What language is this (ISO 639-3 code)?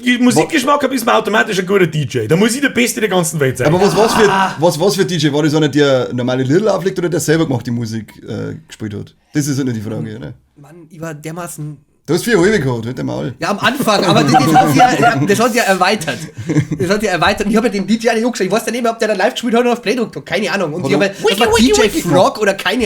bar